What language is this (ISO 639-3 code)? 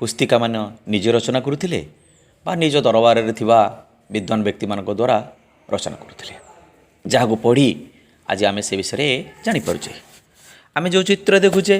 ori